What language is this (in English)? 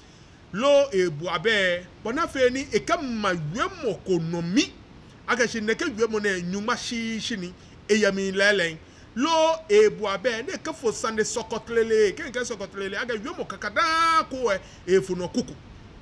Ga